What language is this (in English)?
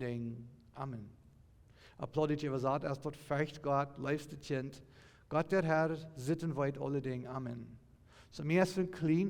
Plautdietsch